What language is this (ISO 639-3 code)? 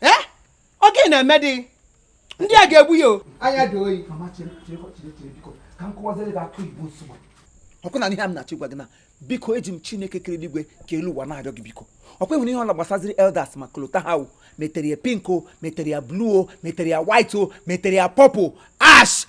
ibo